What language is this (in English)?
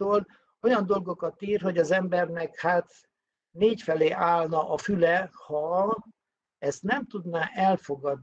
Hungarian